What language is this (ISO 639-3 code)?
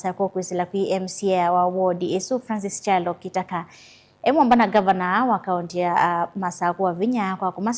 kam